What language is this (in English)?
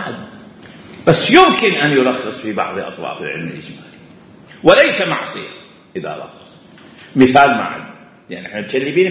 Mesopotamian Arabic